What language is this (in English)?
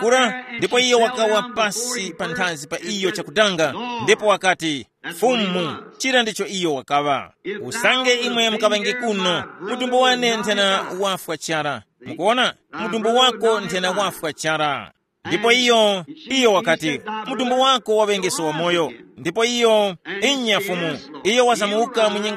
Tumbuka